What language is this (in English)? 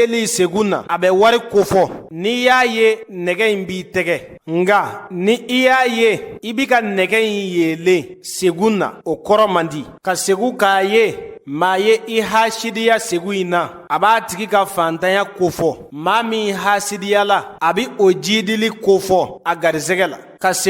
Bambara